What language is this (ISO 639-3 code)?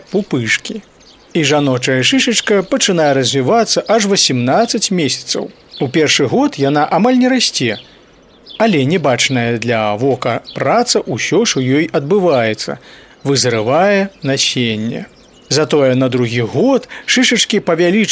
bel